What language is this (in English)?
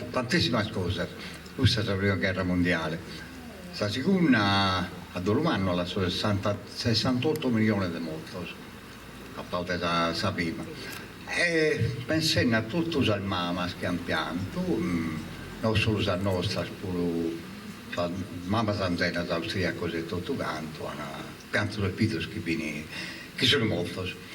Sardinian